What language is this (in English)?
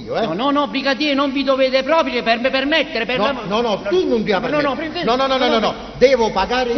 Neapolitan